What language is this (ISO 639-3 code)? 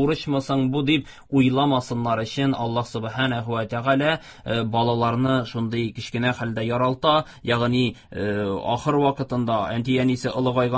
tat